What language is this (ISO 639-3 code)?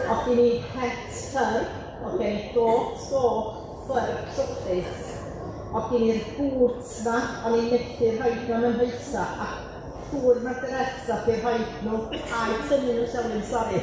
cym